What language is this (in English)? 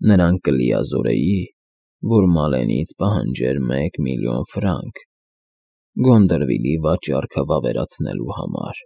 Armenian